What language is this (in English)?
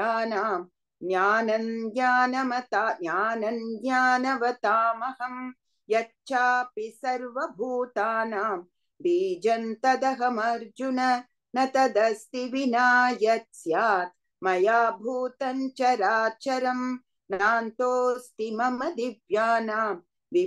Sanskrit